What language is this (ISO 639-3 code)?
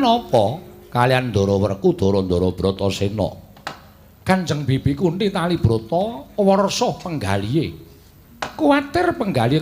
jav